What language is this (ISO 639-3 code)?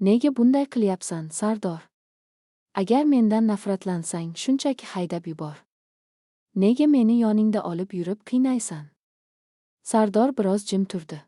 uzb